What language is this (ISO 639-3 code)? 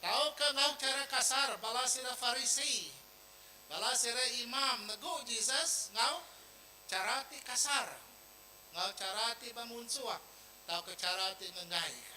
iba